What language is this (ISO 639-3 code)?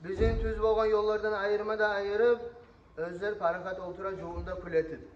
kum